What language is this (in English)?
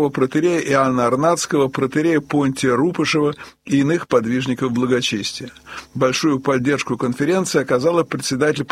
Russian